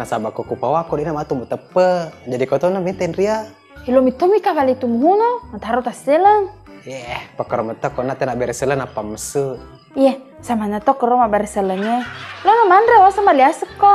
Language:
Buginese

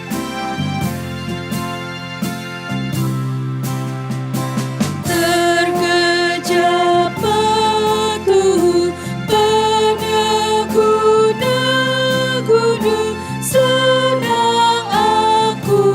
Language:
Batak Karo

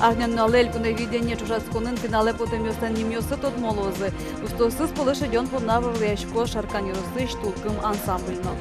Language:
Udmurt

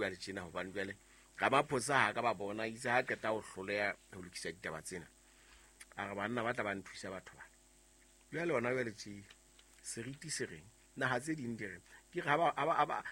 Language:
Southern Sotho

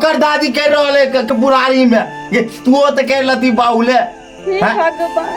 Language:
Maithili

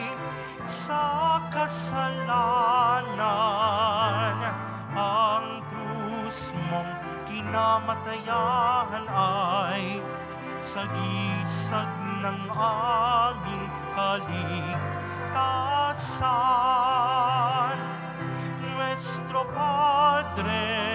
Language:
Filipino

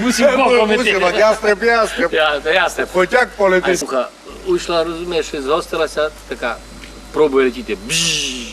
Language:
Rusyn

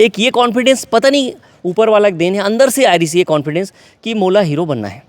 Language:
Chhattisgarhi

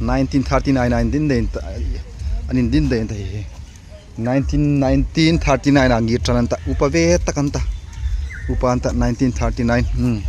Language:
Hmar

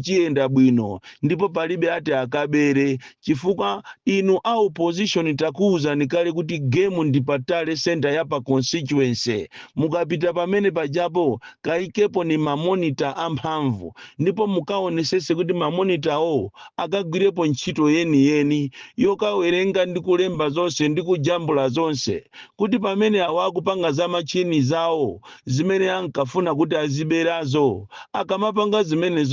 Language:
Nyanja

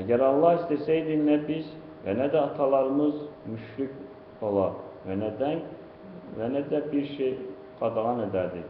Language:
Azerbaijani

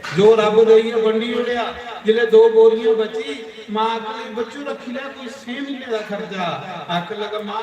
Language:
Dogri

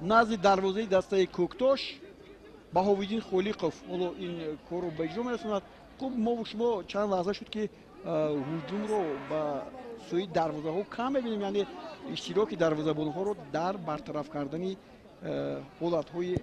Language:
Tajik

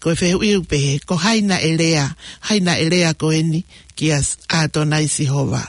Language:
Tongan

